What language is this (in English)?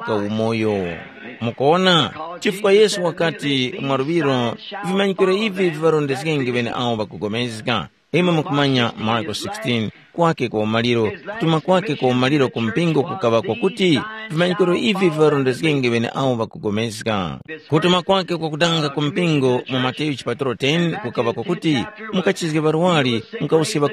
Tumbuka